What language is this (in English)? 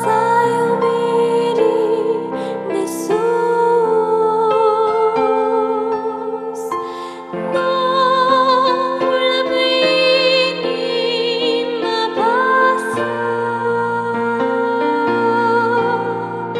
Romanian